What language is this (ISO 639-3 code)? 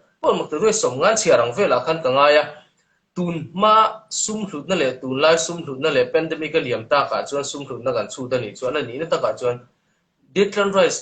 lus